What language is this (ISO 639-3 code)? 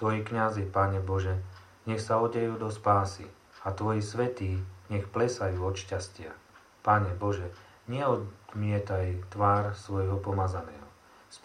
slk